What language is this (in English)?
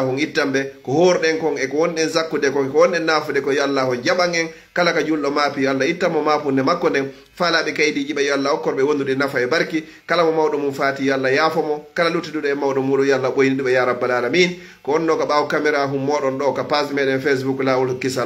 Fula